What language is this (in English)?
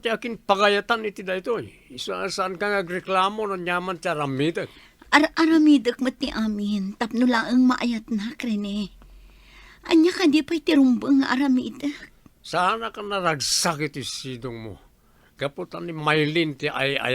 Iloko